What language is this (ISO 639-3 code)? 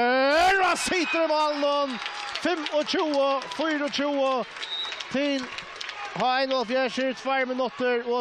fao